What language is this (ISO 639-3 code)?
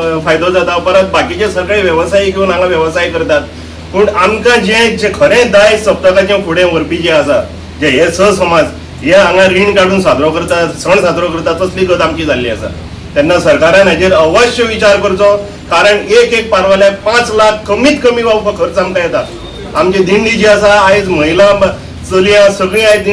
kok